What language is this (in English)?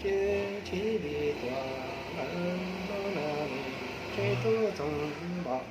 Hmong